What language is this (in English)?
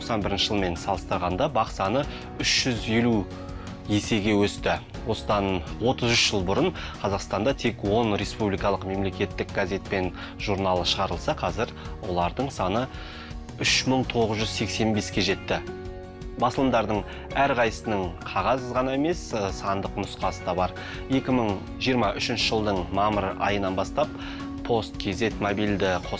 Kazakh